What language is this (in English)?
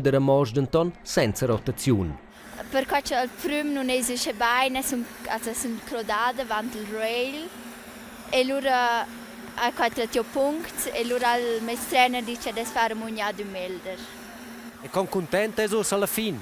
Romansh